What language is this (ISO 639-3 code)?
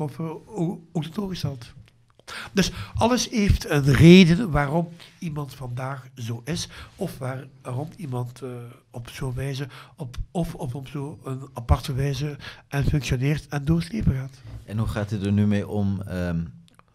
nld